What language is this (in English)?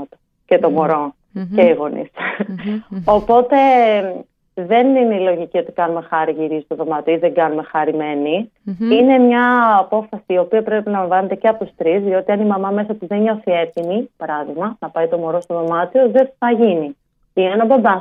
Greek